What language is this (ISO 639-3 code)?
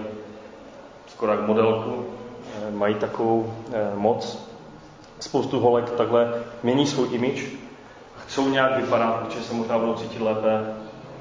ces